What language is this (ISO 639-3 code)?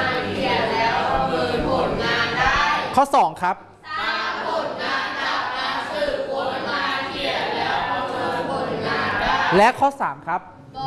tha